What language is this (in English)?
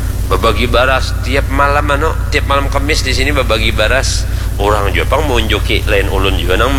Banjar